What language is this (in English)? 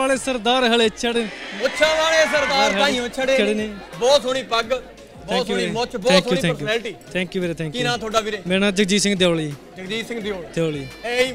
Punjabi